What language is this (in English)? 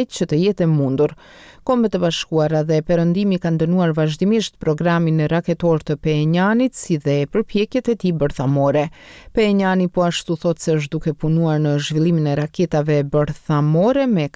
Albanian